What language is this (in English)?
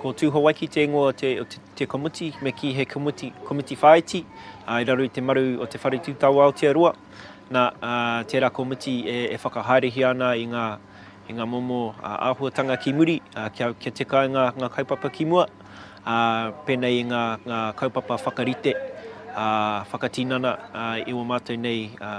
Māori